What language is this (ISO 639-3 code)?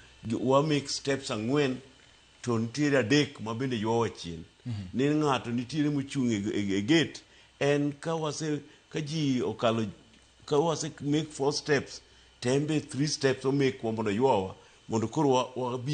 luo